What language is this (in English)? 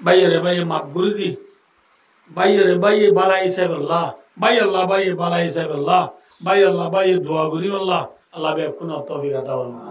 Rohingya